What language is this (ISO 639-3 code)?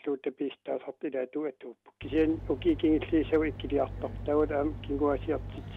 kal